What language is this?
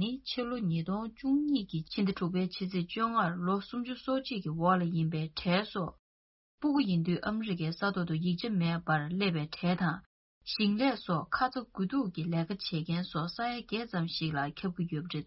Tibetan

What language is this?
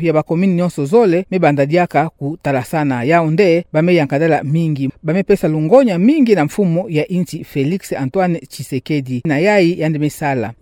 Kituba (Democratic Republic of Congo)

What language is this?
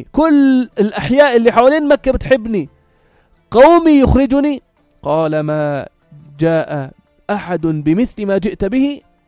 North Levantine Arabic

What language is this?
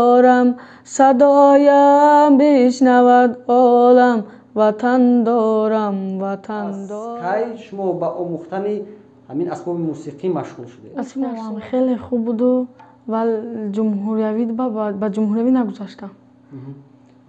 Tajik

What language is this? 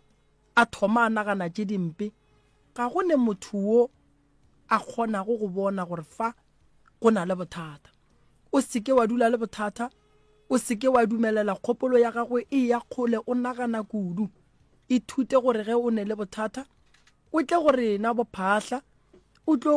Northern Sotho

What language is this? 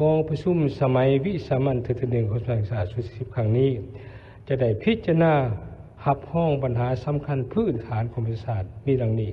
Lao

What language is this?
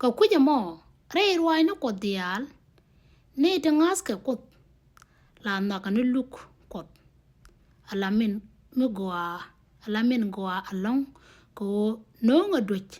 Nuer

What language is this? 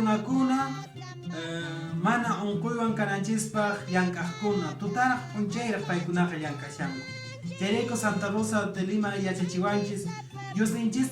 Quechua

